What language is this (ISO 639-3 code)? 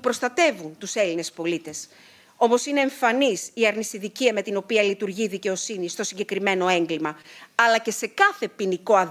ell